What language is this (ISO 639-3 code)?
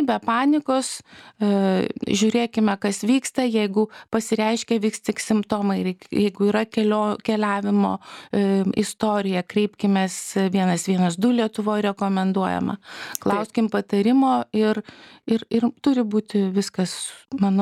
lit